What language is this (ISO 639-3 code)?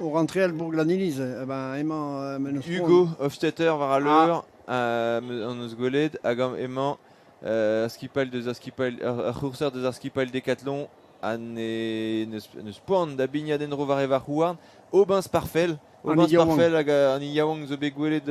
bre